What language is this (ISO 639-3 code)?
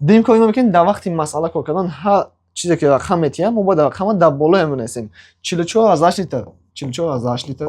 tgk